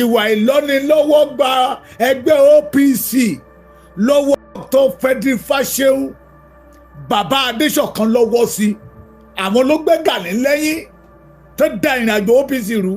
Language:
Yoruba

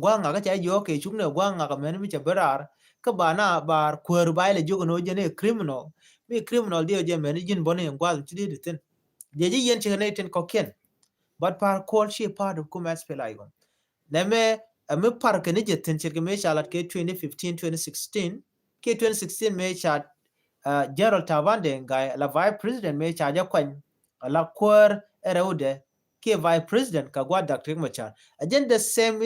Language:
Nuer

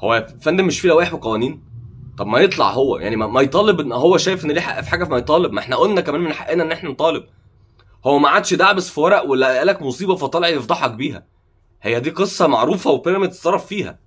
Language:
Egyptian Arabic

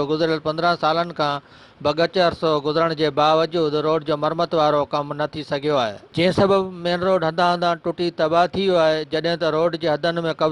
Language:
Sindhi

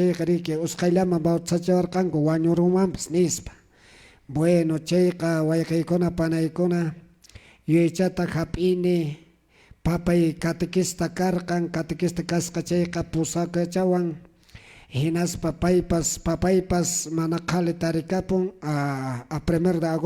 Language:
Quechua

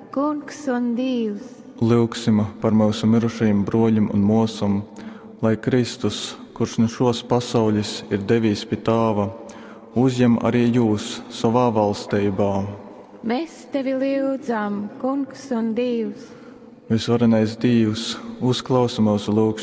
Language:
Latgalian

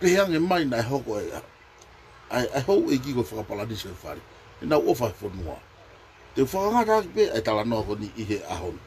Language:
Tongan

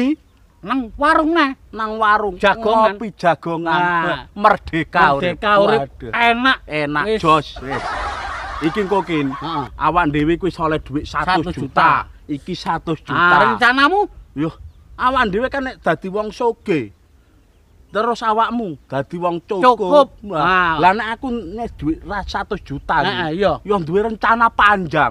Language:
Javanese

